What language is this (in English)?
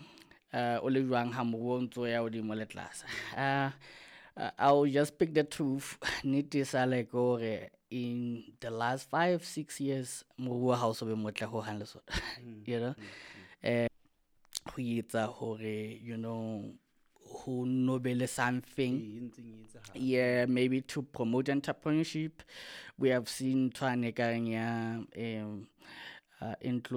Southern Sotho